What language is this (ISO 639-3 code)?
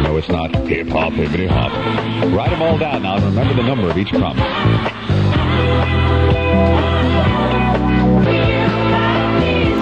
eng